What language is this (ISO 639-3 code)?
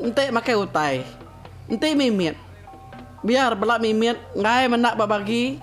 iba